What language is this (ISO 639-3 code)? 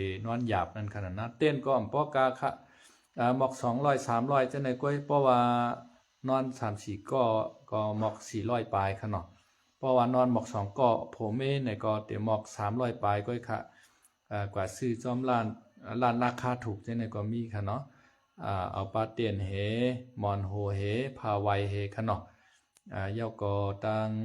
shn